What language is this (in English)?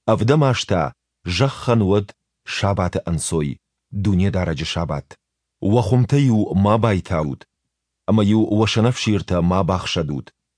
Ossetic